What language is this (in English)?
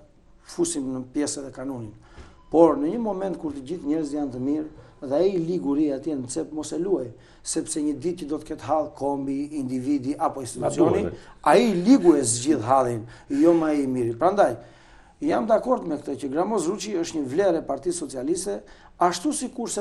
Albanian